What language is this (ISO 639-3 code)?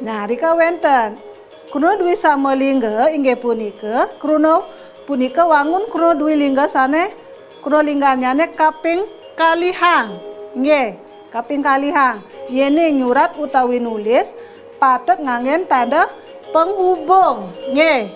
ban